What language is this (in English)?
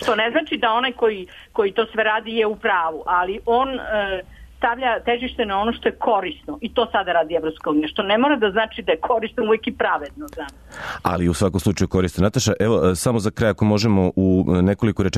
Serbian